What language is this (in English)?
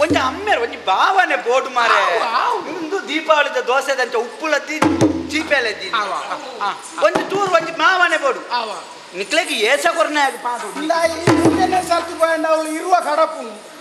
Tulu